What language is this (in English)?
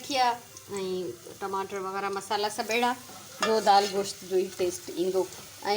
Sindhi